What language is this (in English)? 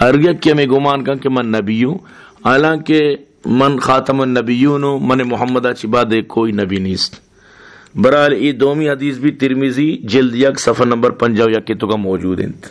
Baluchi